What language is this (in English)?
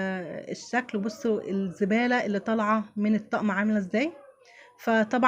Egyptian Arabic